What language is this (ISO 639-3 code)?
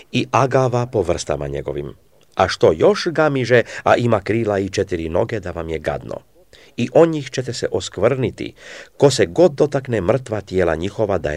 srp